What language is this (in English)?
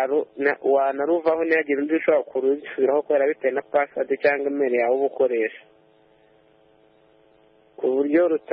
Kinyarwanda